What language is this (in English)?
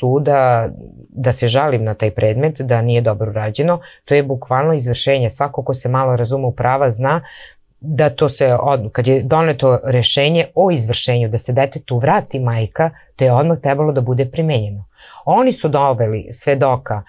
Serbian